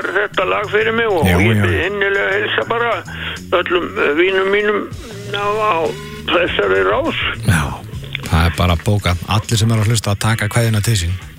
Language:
Icelandic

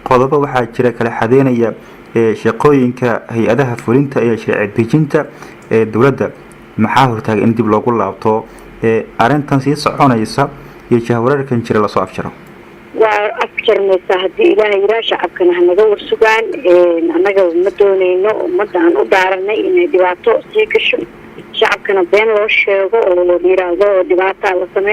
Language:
Somali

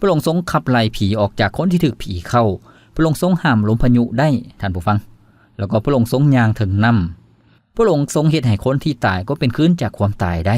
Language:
Lao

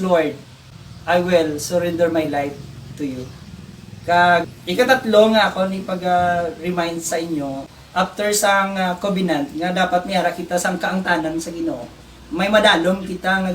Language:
Hiligaynon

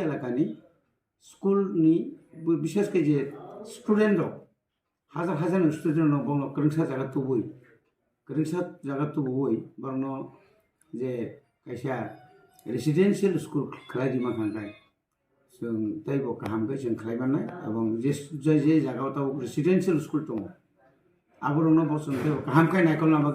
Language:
Kok Borok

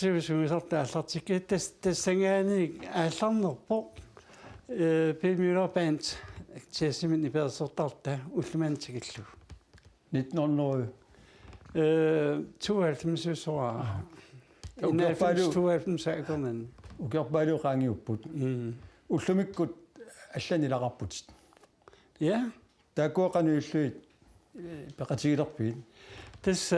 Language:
Kalaallisut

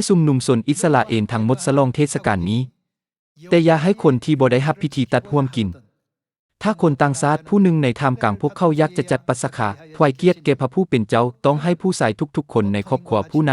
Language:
Lao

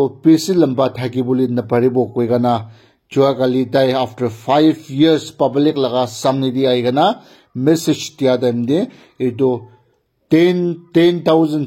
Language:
Naga Pidgin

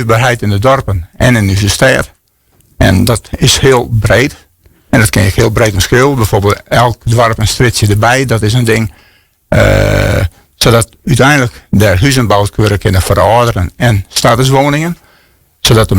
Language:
Western Frisian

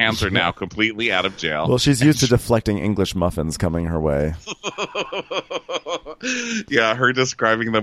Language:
English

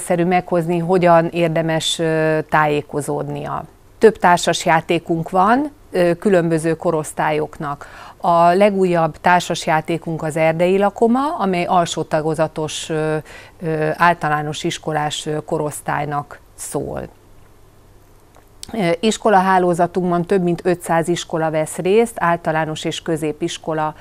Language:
Hungarian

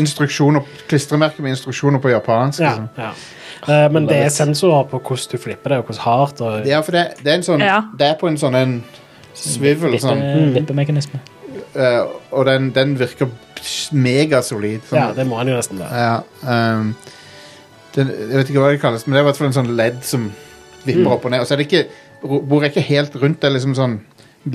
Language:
Norwegian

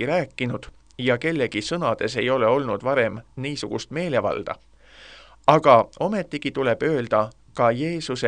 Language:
Estonian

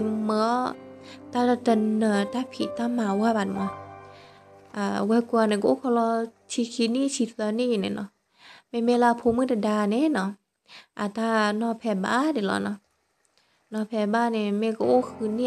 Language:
S'gaw Karen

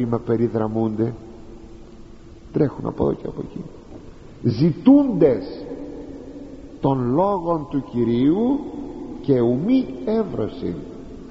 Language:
Greek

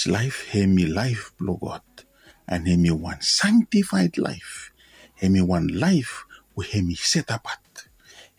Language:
Bislama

